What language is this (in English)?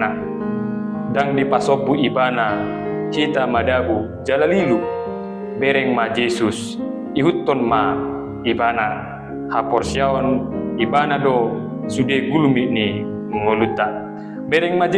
Batak Toba